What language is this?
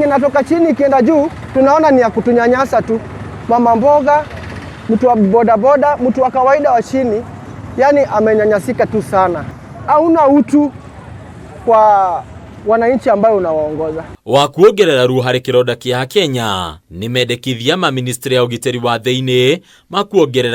Kikuyu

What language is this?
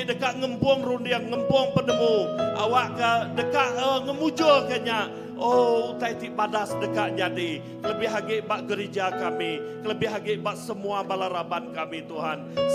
Iban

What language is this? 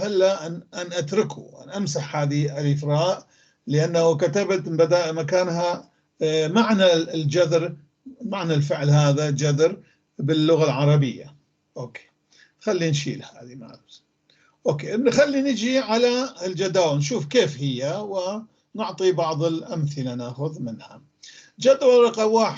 North Levantine Arabic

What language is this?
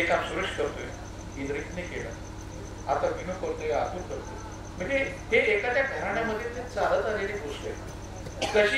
Marathi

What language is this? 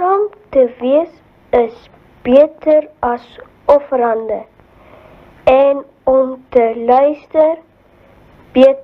Afrikaans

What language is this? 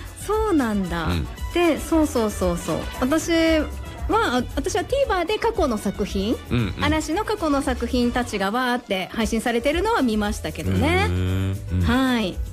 Japanese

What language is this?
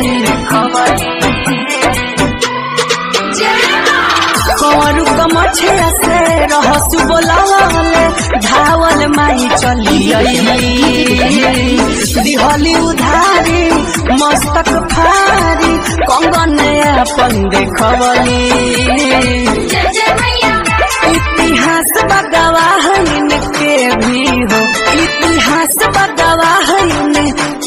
Bhojpuri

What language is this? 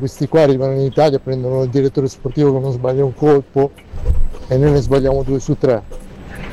Italian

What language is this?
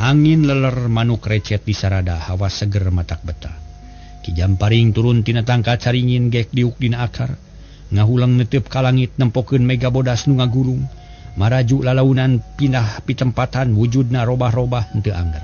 Sundanese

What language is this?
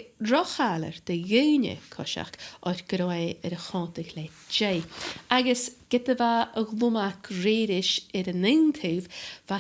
Scottish Gaelic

